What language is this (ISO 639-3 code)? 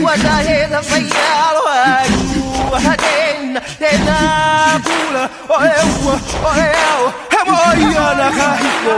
haw